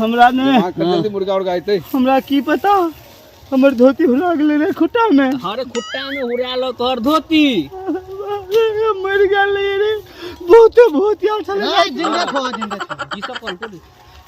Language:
Maithili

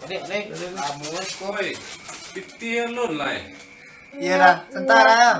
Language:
Minangkabau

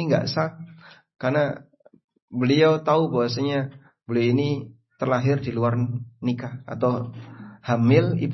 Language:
Indonesian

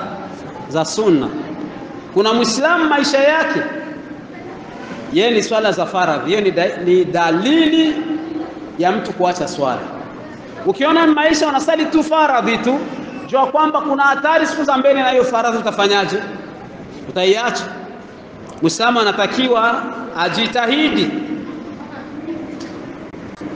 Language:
Swahili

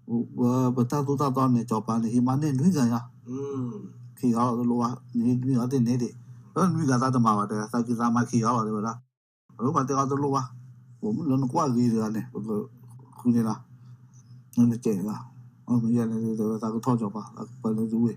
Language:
S'gaw Karen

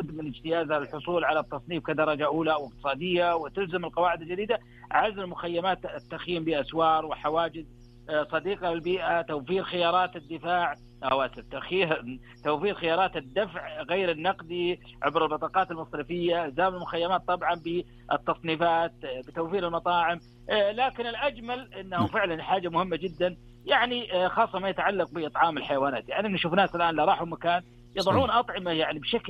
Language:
Najdi Arabic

